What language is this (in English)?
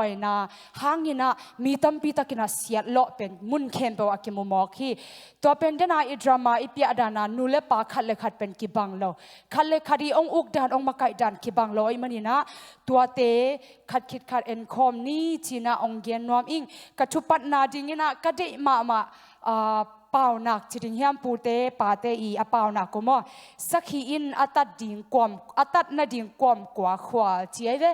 Tedim Chin